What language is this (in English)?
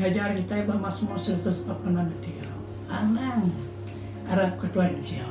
Iban